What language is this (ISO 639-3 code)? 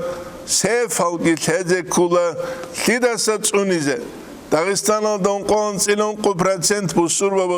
ava